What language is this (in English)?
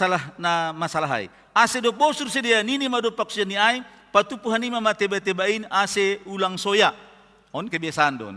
Batak Simalungun